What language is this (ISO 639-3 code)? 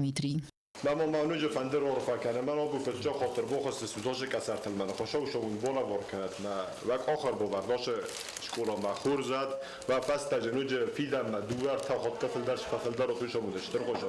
oss